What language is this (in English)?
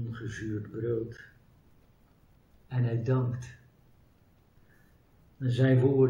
Dutch